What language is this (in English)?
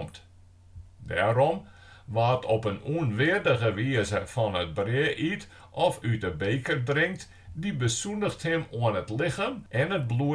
Western Frisian